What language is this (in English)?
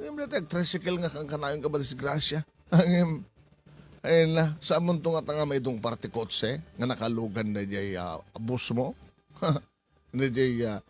Iloko